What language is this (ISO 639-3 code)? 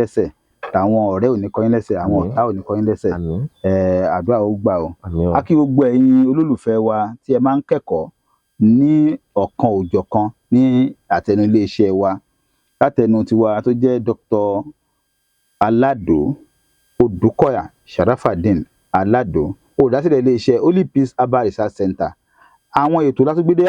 yor